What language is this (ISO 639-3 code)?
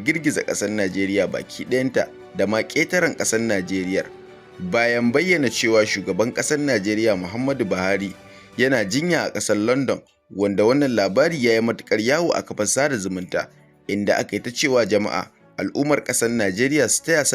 hau